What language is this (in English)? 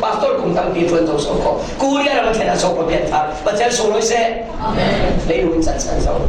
Falam Chin